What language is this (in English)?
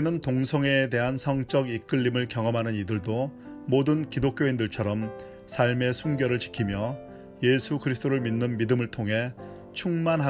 Korean